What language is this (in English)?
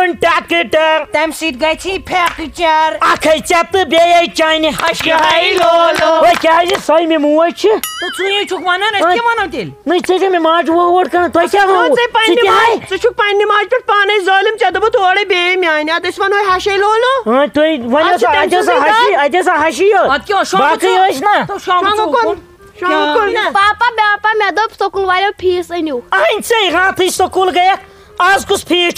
Kashmiri